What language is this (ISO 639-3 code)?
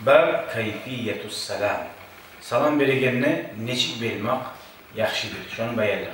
kum